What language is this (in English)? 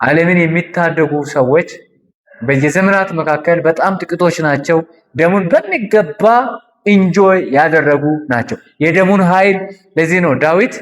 Amharic